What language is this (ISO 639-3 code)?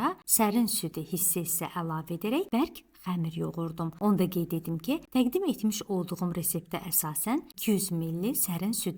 aze